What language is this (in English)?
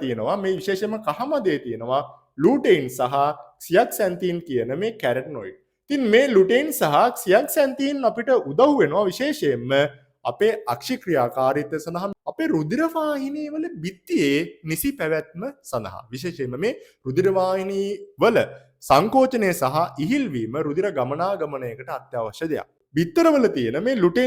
Sinhala